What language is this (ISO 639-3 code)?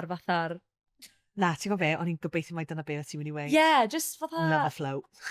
cym